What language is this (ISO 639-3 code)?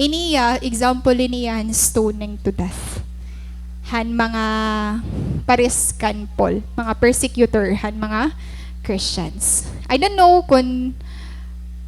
war